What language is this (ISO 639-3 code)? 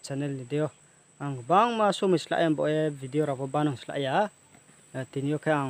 ria